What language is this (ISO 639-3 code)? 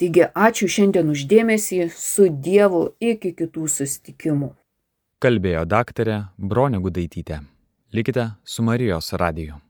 lit